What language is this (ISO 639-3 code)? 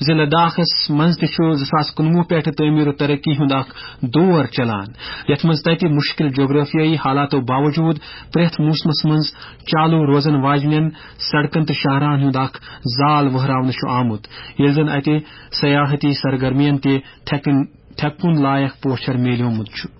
kas